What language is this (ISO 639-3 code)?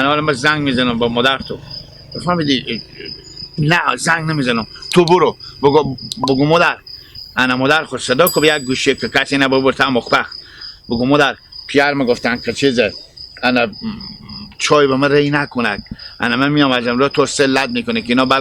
haz